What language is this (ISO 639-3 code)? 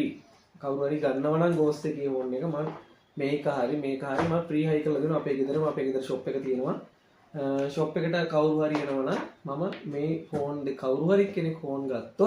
sin